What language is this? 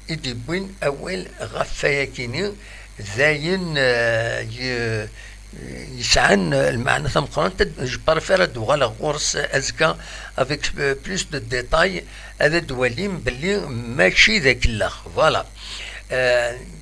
Kabyle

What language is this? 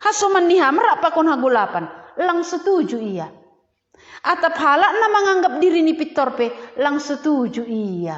Batak Simalungun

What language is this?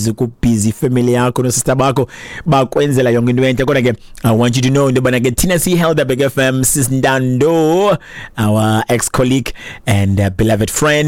Xhosa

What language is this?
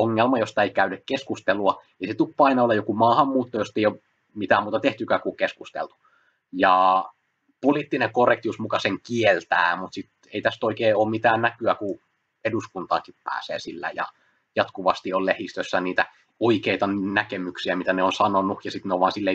Finnish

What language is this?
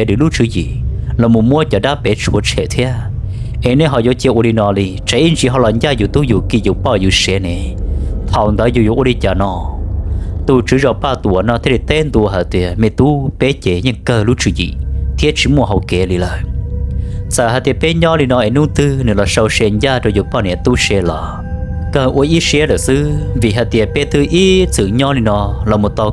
Hmong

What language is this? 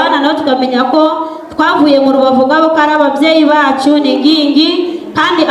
Kinyarwanda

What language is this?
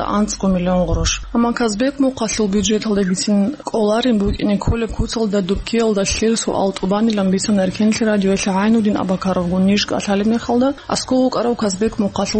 Avaric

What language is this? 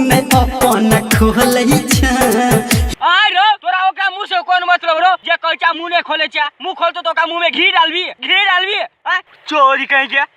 Maithili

